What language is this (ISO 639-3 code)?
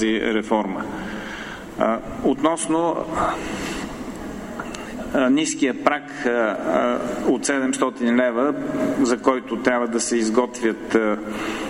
bul